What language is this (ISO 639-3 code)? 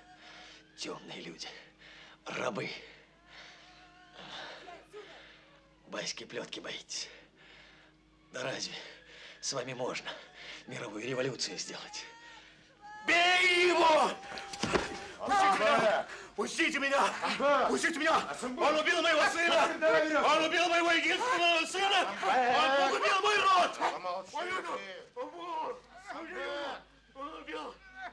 rus